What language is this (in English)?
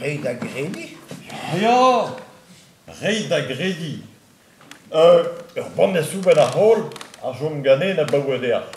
Breton